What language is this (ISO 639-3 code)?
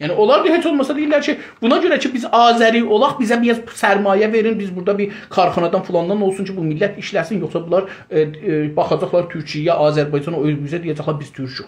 azb